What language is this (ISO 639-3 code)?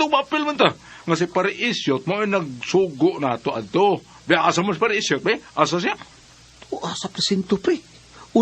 ceb